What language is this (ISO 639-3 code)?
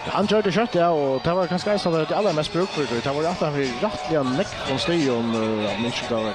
fao